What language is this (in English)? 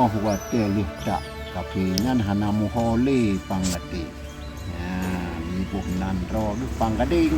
Achinese